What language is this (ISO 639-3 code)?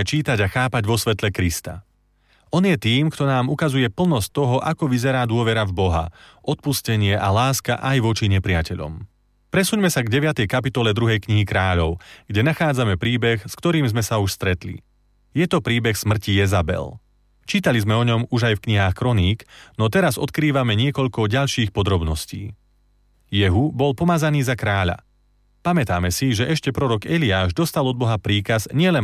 slk